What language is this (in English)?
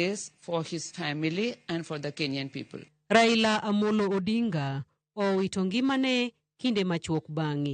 Luo (Kenya and Tanzania)